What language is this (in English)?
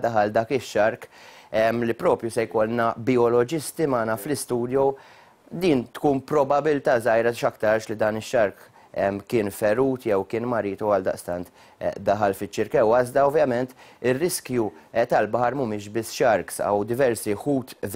Maltese